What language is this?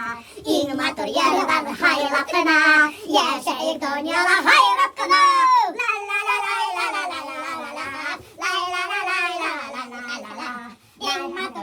Bashkir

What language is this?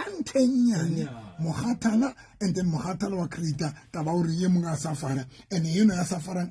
Southern Sotho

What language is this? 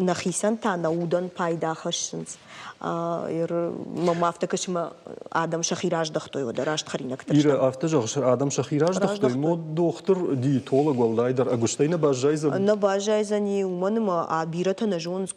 Ossetic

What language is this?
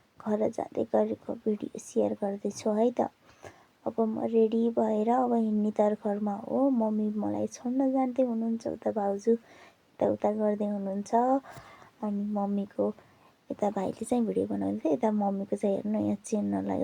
Nepali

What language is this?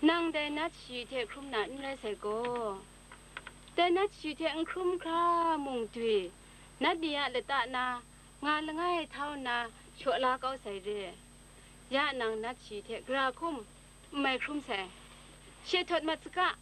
Kachin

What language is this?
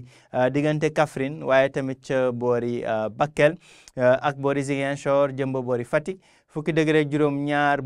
Wolof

